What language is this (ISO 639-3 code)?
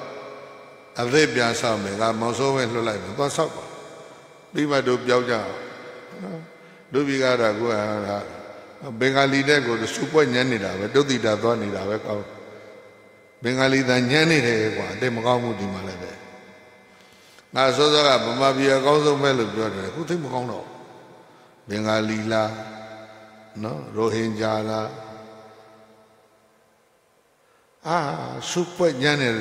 mya